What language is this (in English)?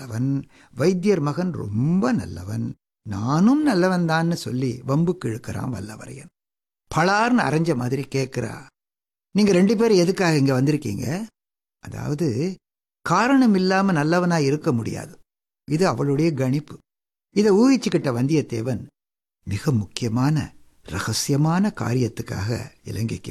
Tamil